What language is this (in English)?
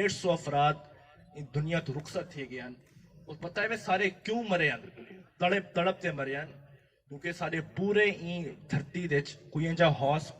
Saraiki